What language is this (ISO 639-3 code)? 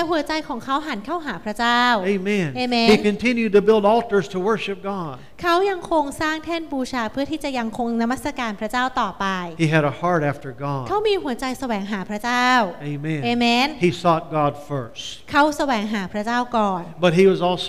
tha